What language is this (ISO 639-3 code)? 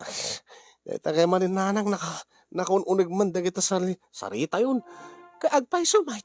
ilo